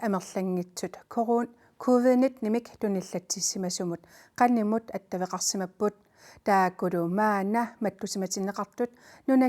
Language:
Kalaallisut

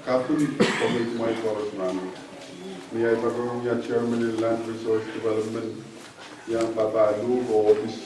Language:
Pohnpeian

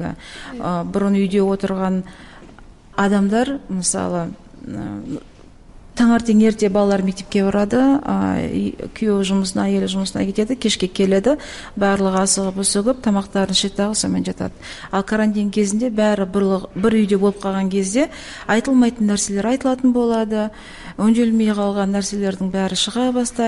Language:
Kazakh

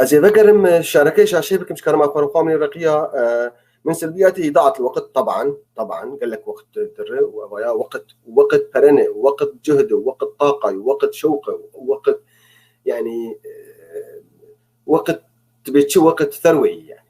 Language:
North Levantine Arabic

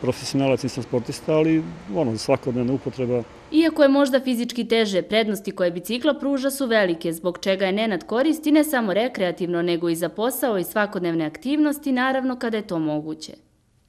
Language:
Serbian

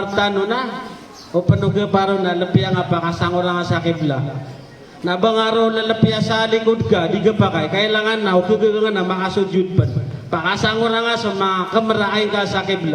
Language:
Maranao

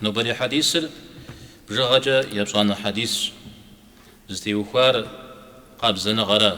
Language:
Kabardian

